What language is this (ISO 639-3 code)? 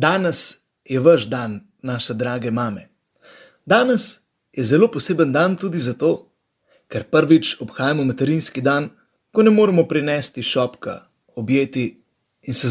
slv